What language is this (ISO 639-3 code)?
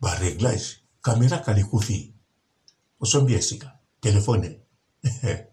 lin